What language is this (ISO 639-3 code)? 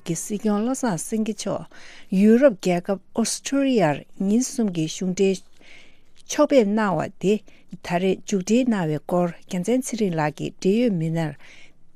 bod